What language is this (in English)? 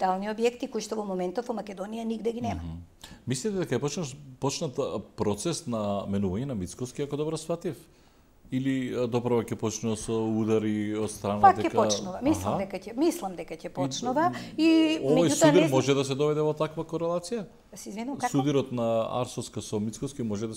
Macedonian